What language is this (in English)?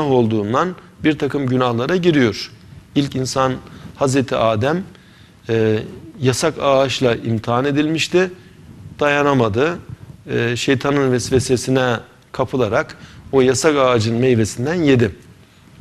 Turkish